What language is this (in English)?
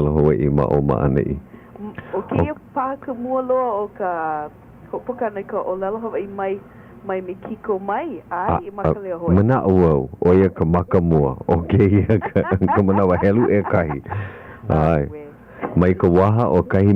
Hawaiian